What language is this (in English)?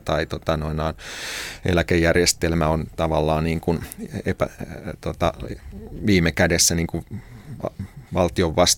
Finnish